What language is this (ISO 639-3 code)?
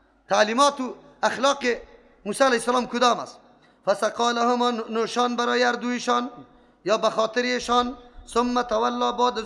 fas